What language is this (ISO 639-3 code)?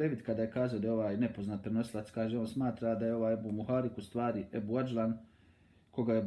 bos